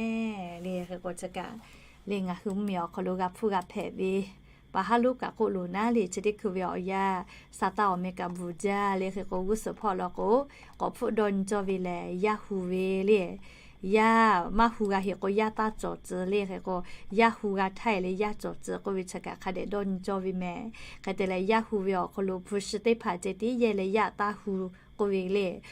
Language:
Lahu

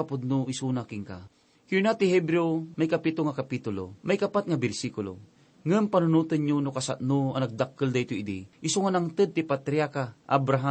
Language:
Iloko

